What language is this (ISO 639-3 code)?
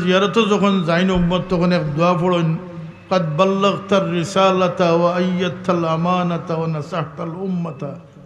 syl